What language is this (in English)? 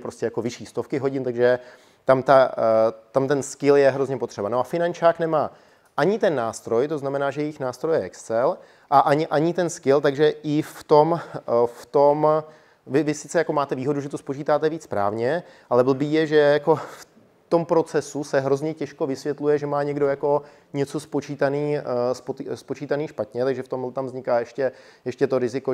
Czech